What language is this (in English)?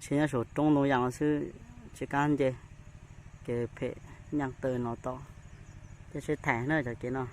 Hmong